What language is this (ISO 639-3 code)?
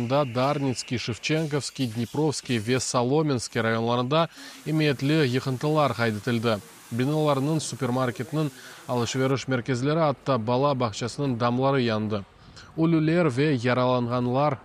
crh